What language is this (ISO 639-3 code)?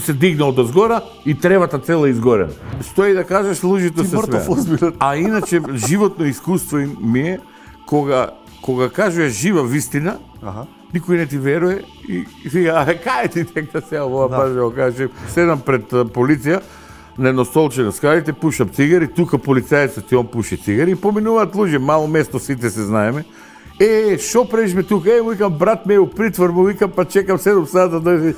mkd